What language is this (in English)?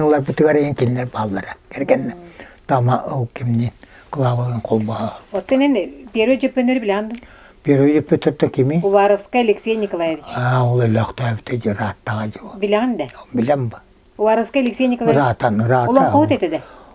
Yakut